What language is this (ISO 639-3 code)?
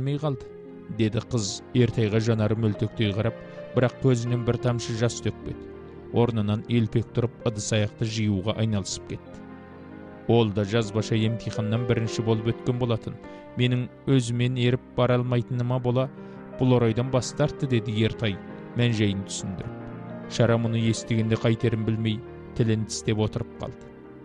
kaz